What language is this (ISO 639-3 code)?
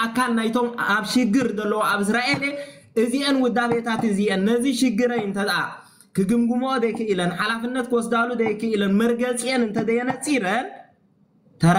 tir